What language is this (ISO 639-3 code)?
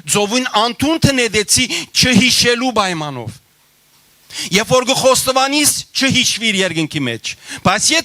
hyw